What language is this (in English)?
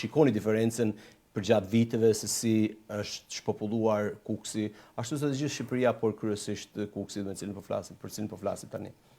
Albanian